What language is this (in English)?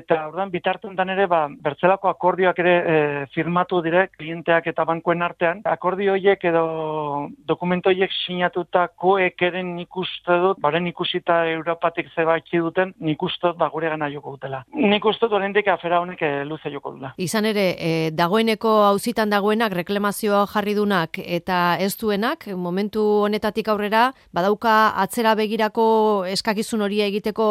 Basque